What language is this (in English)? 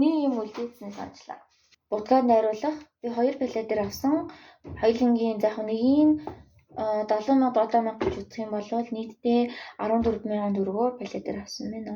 Mongolian